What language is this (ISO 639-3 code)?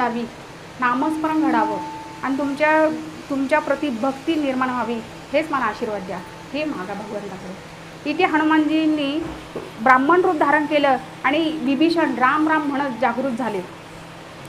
mar